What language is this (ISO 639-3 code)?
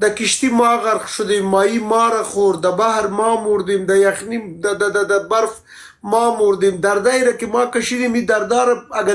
fas